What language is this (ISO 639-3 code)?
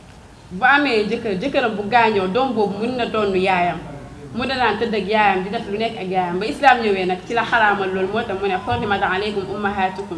wol